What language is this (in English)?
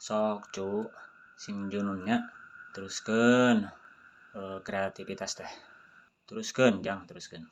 Sundanese